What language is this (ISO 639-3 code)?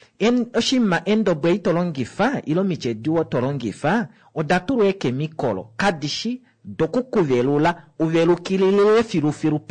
kua